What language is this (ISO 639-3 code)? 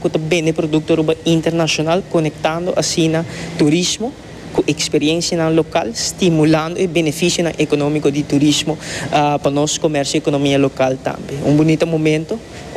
pap